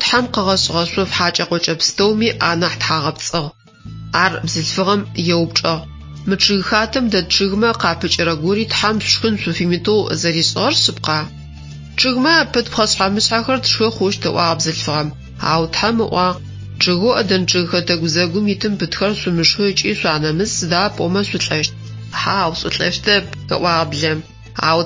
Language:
Adyghe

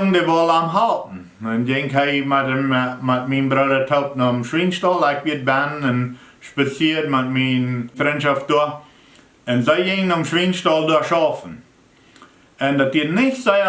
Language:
Plautdietsch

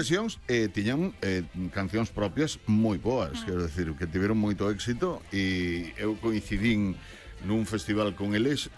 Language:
Galician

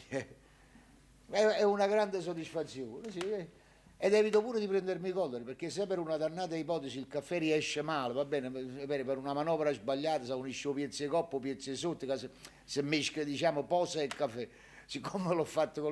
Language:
Neapolitan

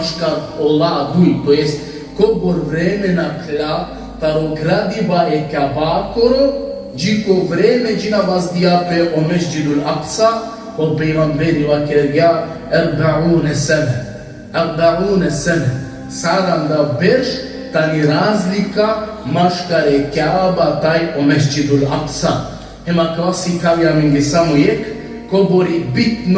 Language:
Balkan Romani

